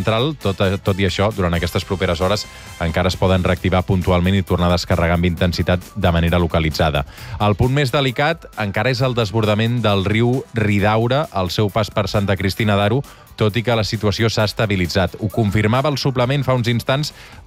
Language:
Catalan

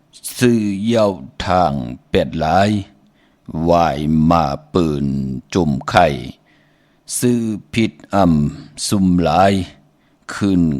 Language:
Shan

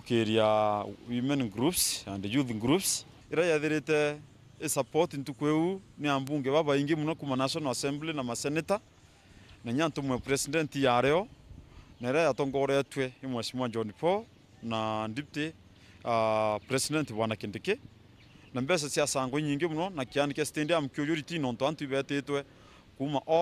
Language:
Meru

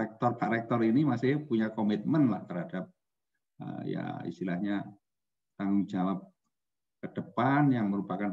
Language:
Indonesian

